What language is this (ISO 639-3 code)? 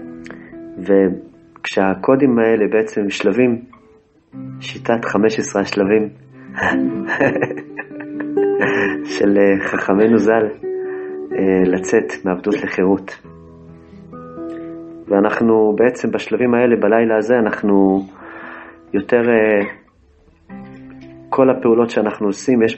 heb